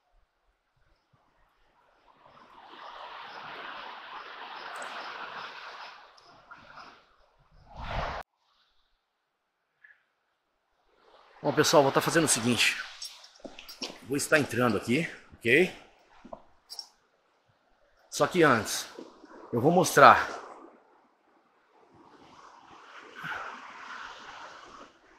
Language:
Portuguese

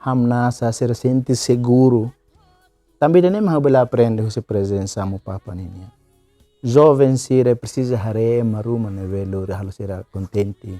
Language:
Tetum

